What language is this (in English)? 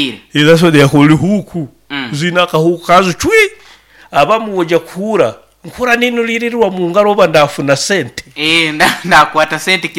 Nyoro